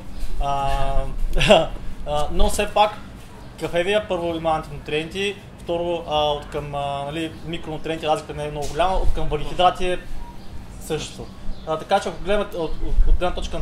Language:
Bulgarian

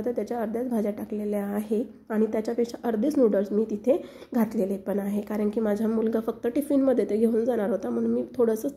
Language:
Marathi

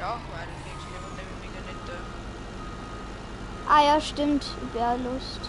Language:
Bavarian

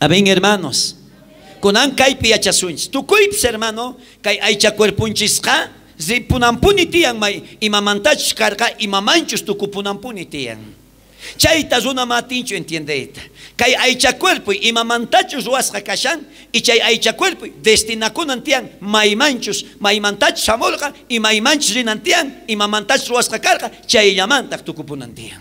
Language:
South Bolivian Quechua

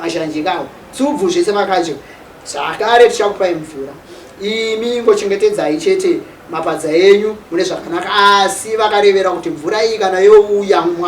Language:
Shona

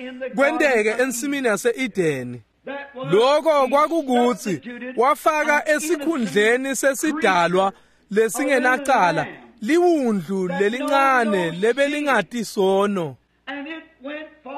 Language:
Swati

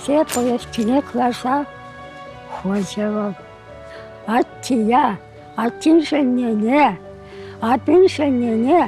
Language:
Chuvash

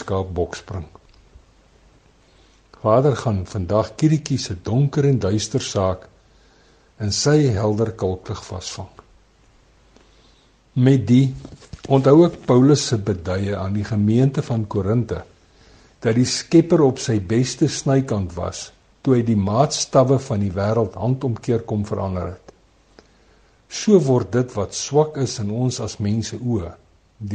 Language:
Afrikaans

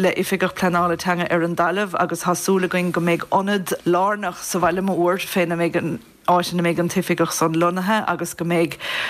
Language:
Irish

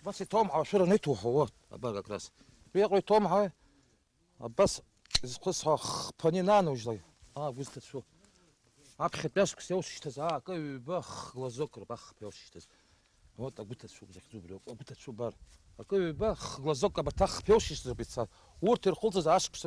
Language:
Abkhazian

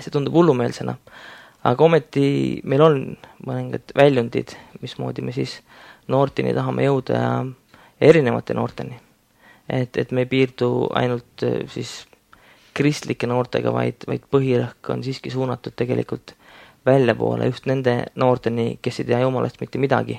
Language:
Estonian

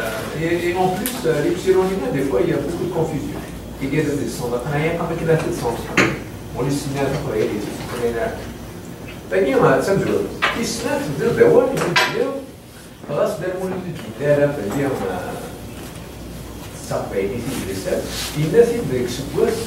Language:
Kabyle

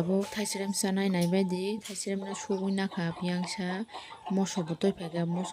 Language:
Kok Borok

